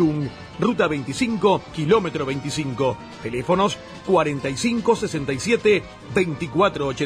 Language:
Spanish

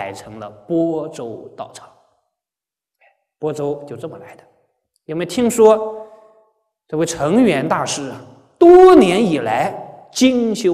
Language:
Chinese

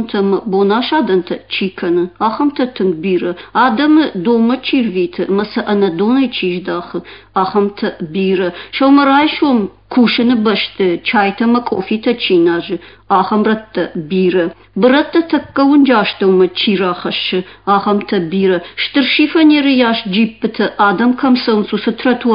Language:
Ossetic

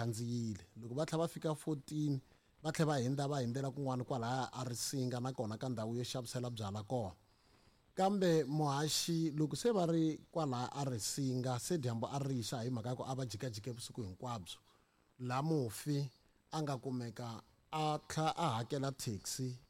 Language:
Tsonga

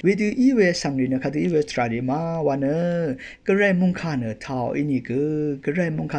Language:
Rawang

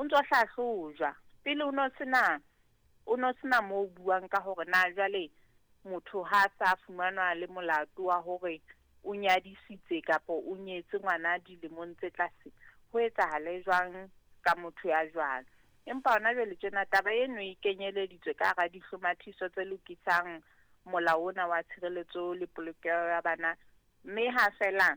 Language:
Southern Sotho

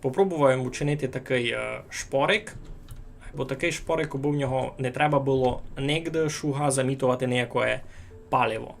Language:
Rusyn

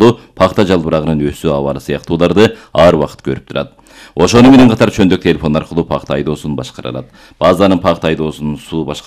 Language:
Kyrgyz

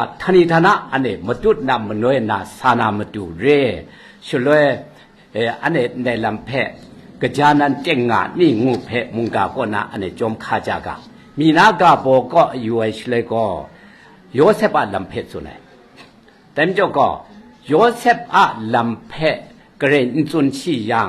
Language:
Kachin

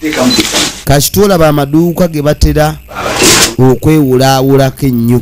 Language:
Ganda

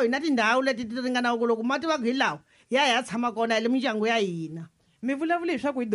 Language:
Tsonga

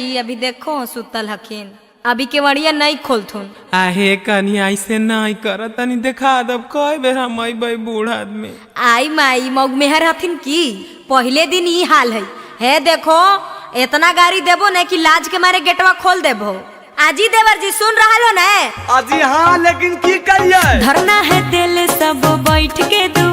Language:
Magahi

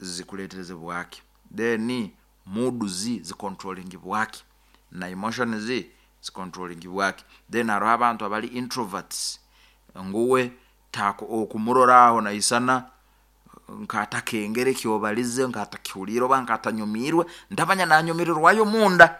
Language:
Nyoro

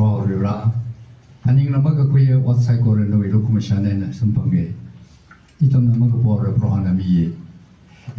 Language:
Tangkhul Naga (India)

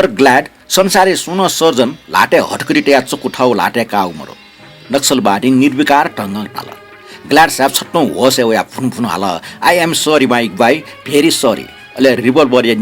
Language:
Newari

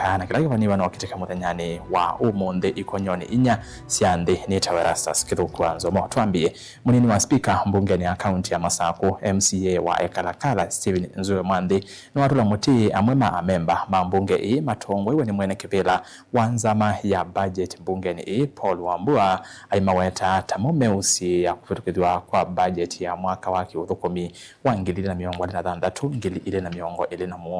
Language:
Kamba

